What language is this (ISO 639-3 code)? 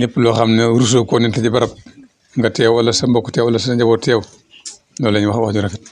wol